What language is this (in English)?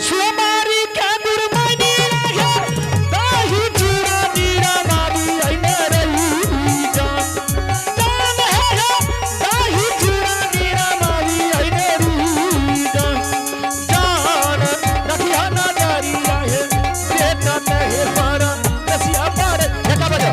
Angika